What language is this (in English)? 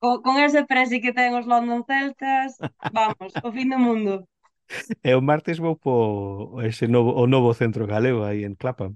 Galician